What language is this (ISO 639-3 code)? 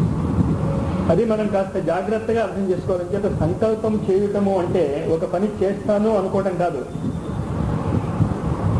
tel